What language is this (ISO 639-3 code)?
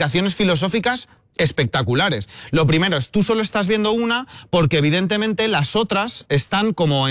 spa